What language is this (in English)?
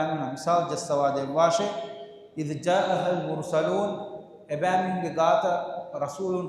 Divehi